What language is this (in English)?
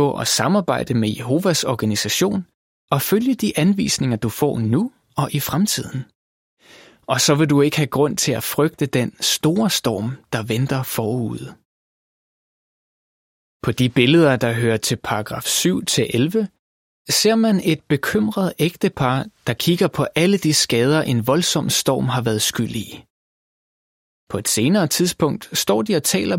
Danish